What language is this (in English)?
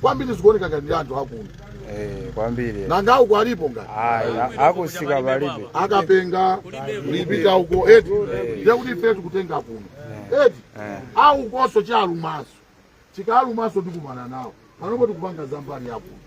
Nyanja